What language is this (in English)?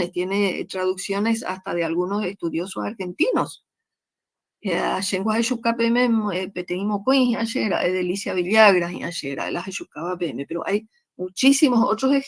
Guarani